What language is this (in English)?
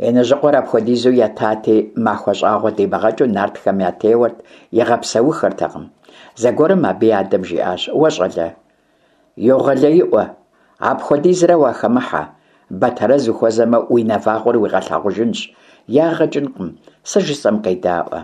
Kabardian